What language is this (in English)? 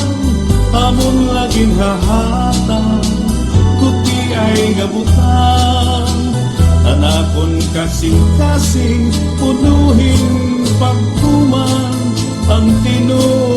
Waray